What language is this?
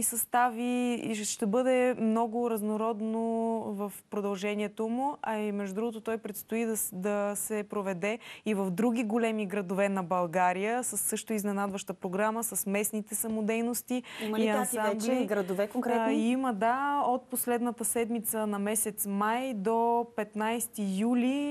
Bulgarian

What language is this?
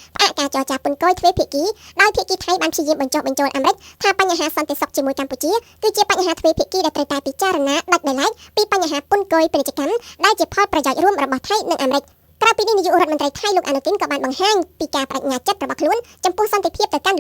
Khmer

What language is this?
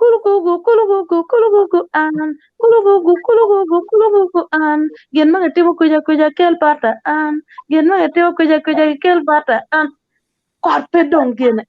Acoli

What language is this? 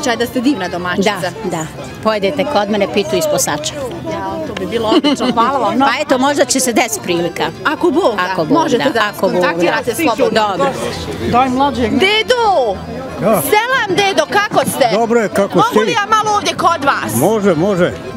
Bosnian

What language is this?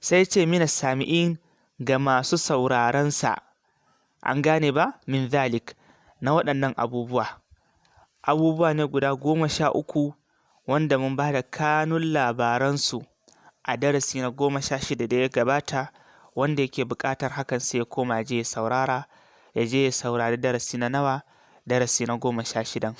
Hausa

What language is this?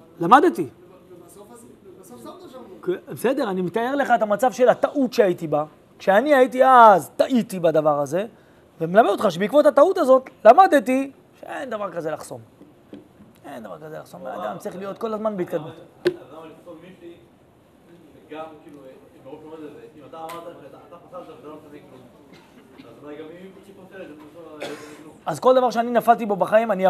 Hebrew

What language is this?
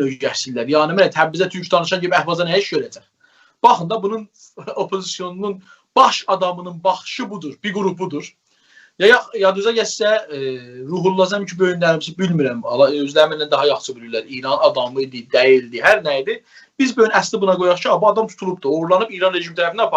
South Azerbaijani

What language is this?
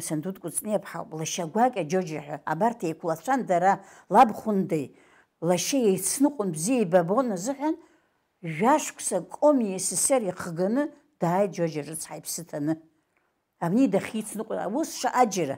Abkhazian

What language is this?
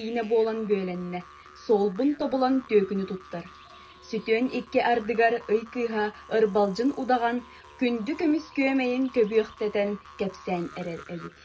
Yakut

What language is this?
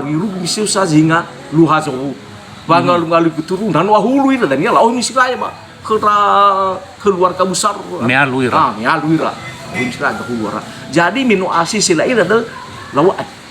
Nias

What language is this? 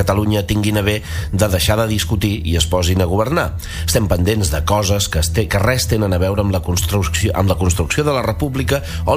Catalan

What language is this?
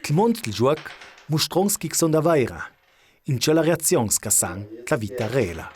Ladin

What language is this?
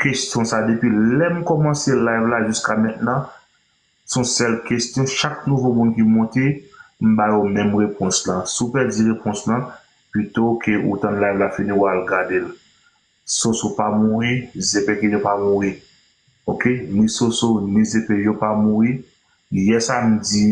Haitian Creole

